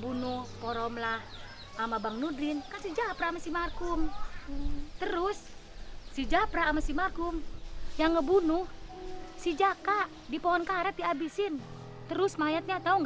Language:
Betawi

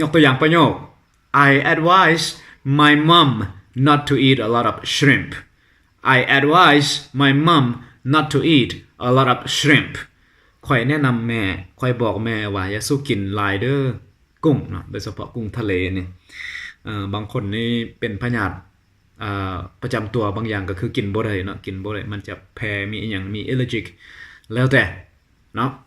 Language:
Lao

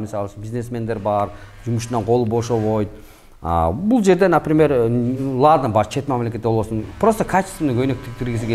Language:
Kyrgyz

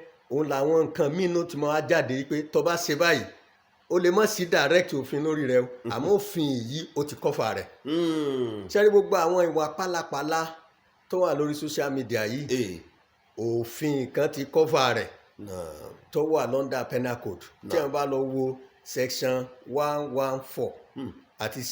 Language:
Yoruba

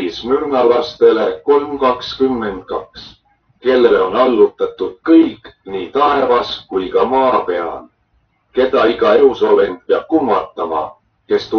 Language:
Estonian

